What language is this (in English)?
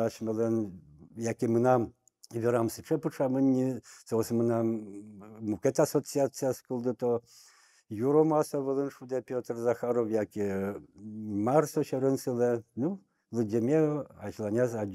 Udmurt